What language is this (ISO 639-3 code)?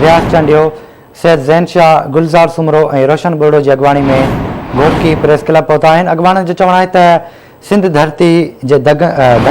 snd